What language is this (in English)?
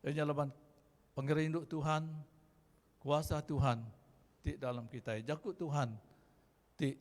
Iban